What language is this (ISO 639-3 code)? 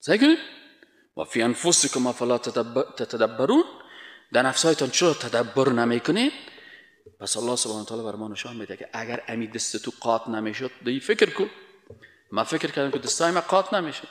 fas